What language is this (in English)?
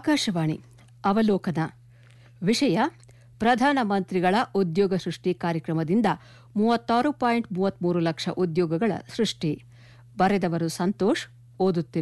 Kannada